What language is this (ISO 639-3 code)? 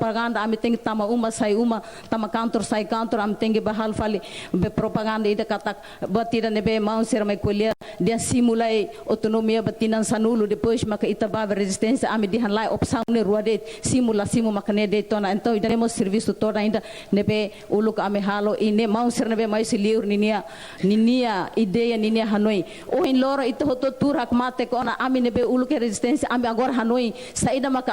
tet